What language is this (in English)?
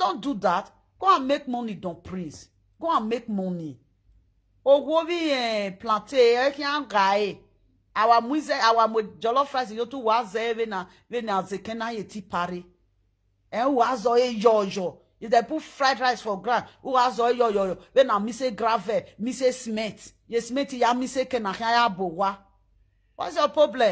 Nigerian Pidgin